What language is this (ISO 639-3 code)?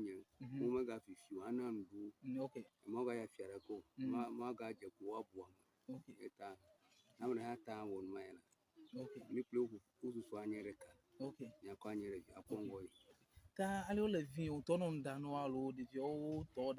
ewe